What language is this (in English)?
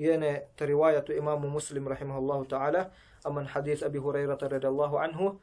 Yakan